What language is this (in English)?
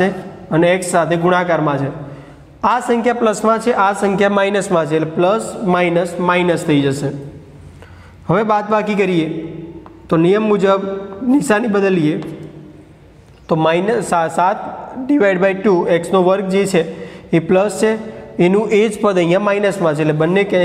Gujarati